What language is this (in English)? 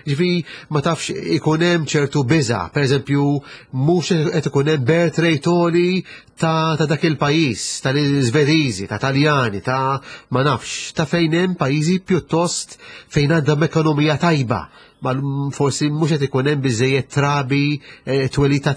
Maltese